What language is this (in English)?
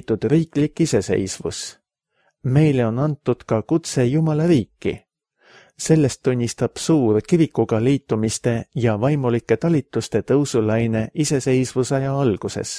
Estonian